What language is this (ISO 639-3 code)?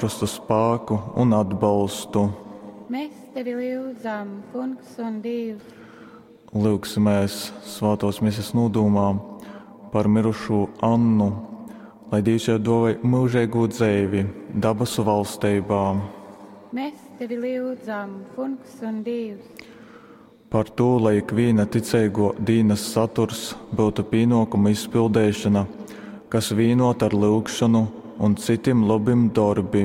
ltg